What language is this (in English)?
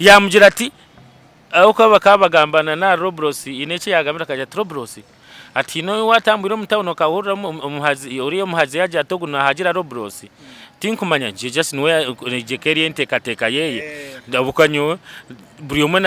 Nyankole